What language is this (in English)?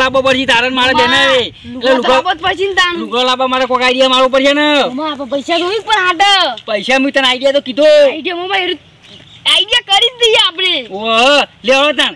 Gujarati